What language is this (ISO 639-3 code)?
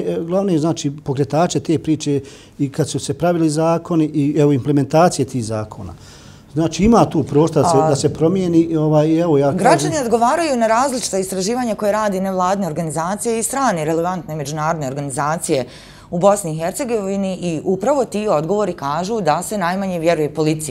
bos